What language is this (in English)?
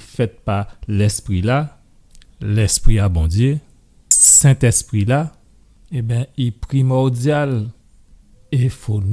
Guadeloupean Creole French